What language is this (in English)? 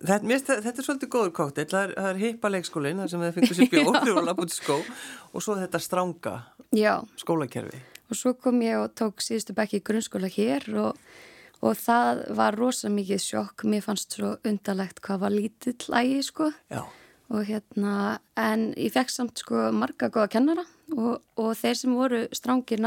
Icelandic